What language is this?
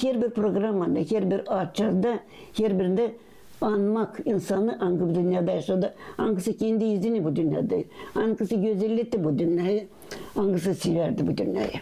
Gagauz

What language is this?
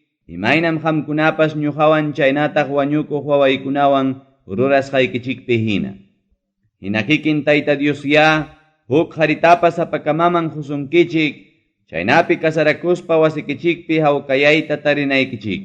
Ayacucho Quechua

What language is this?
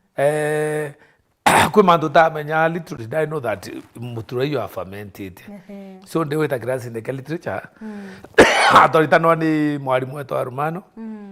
Meru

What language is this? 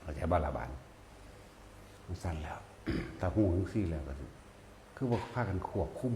Northeastern Thai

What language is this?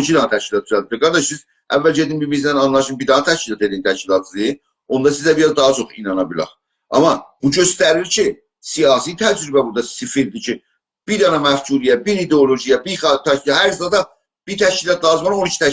South Azerbaijani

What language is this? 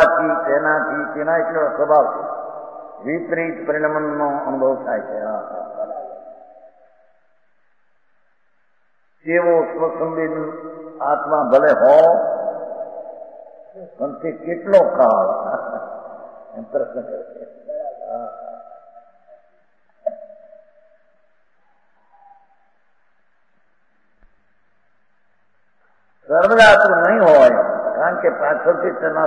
Gujarati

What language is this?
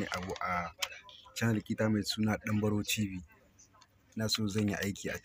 Hausa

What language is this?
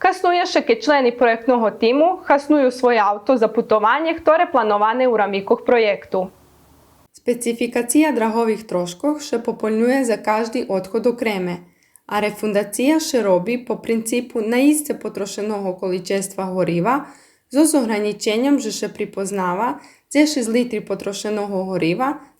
Rusyn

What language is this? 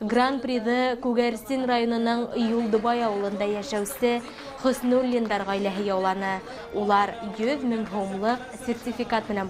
Bashkir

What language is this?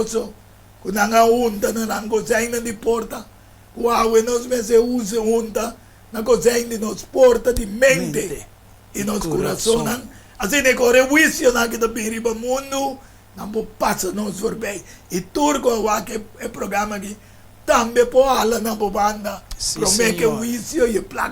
Papiamento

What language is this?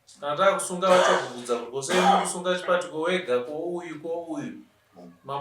Shona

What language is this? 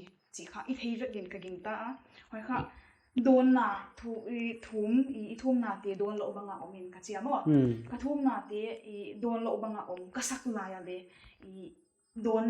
Paite Chin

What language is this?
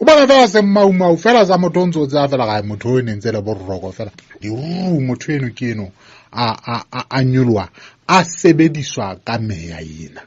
Southern Sotho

